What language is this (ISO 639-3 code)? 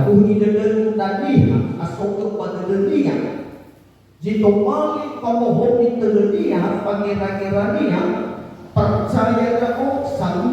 nia